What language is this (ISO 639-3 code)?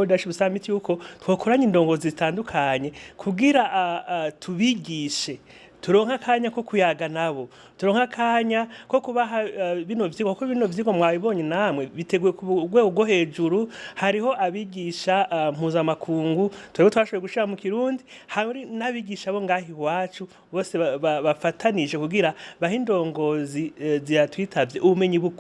run